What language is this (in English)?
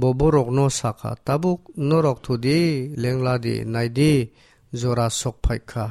Kok Borok